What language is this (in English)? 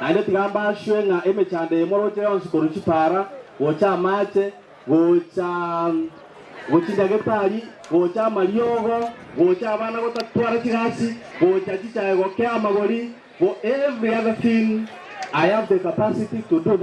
Gusii